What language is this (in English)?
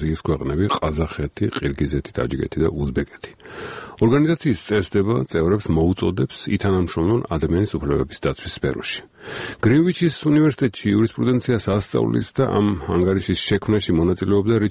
Georgian